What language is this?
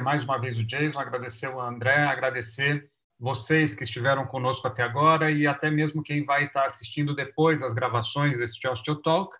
Portuguese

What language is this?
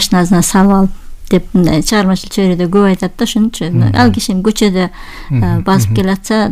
Kyrgyz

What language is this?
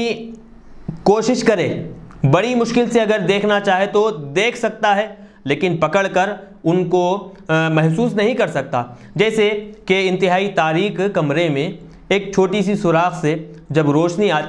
Urdu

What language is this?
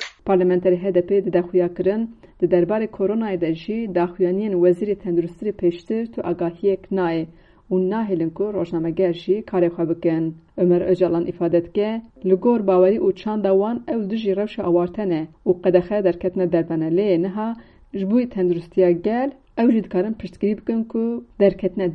Kurdish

